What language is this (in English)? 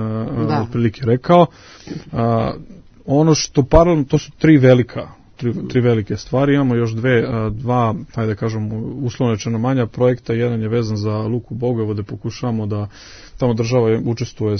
Serbian